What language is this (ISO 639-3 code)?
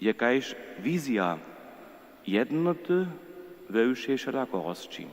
hsb